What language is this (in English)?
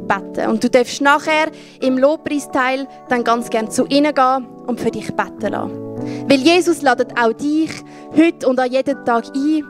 Swiss German